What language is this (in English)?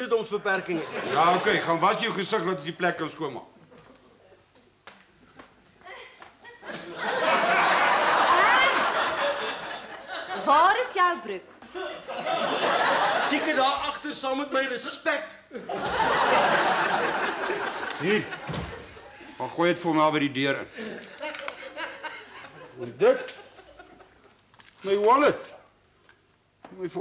Afrikaans